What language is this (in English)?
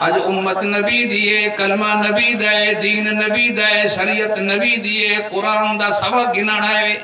Saraiki